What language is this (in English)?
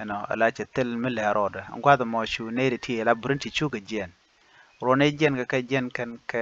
Nuer